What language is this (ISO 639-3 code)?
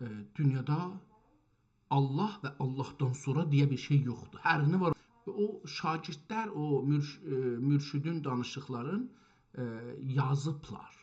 azb